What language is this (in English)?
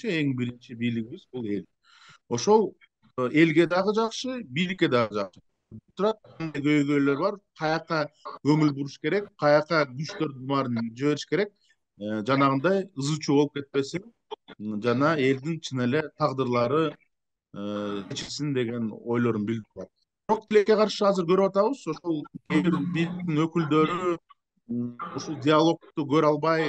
Kyrgyz